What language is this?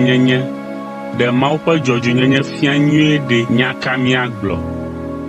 Ewe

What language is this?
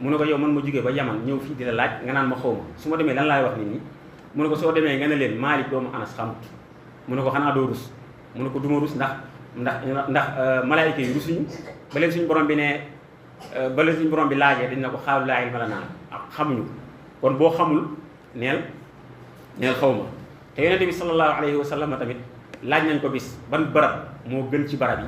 Wolof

